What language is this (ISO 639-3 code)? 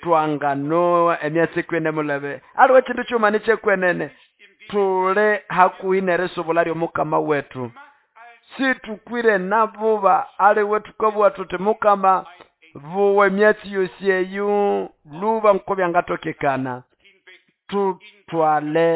nnb